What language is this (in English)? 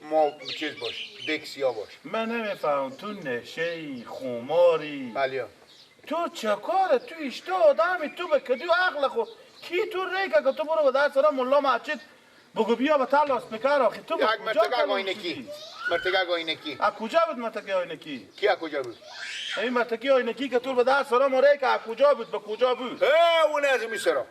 Persian